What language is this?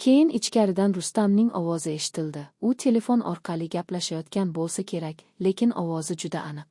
Uzbek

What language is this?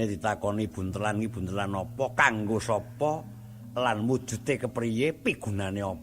Javanese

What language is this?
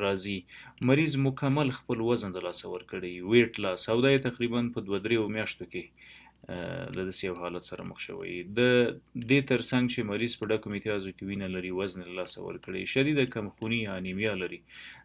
Pashto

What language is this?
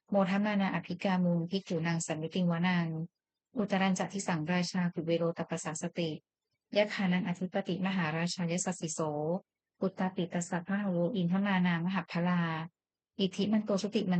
Pali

